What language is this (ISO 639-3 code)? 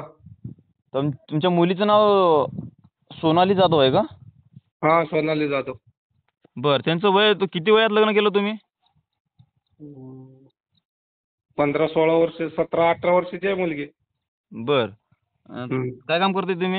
mar